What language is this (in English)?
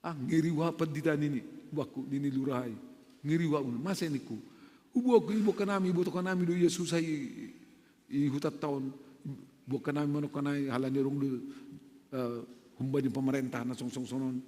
Batak Simalungun